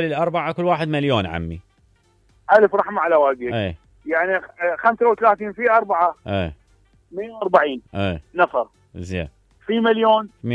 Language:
Mesopotamian Arabic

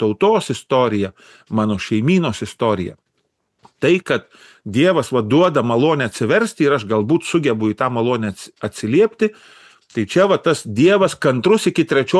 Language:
Lithuanian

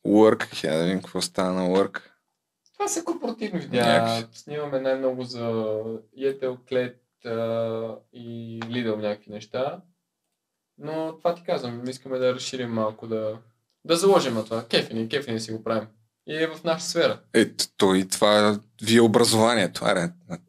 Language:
Bulgarian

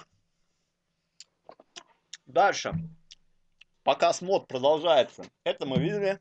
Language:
Russian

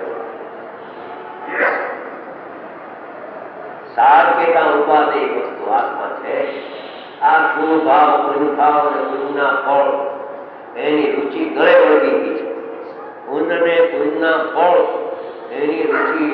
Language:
Gujarati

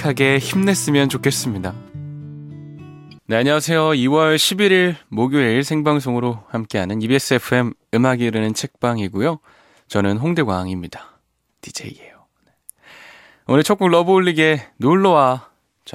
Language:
Korean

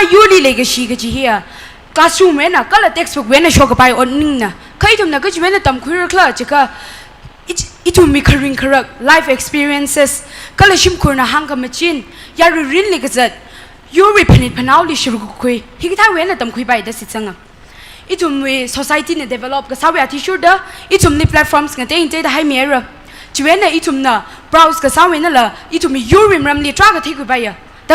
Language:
Tangkhul Naga (India)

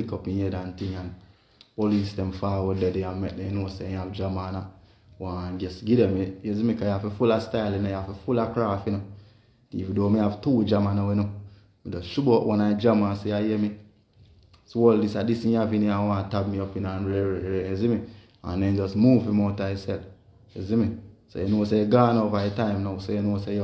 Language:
Jamaican Creole English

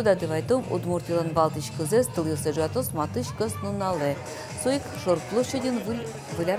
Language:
Udmurt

